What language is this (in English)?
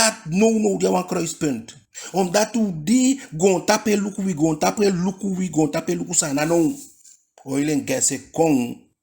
Eastern Maroon Creole